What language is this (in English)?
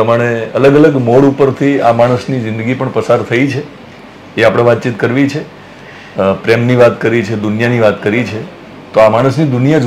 Gujarati